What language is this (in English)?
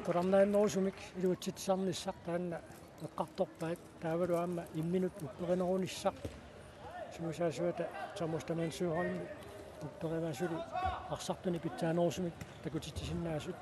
Kalaallisut